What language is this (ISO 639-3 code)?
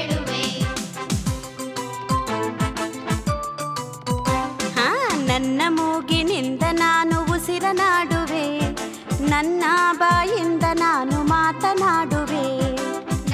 kan